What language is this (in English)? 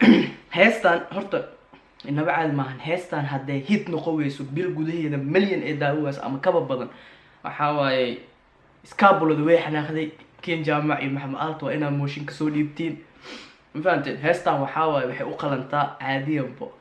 Somali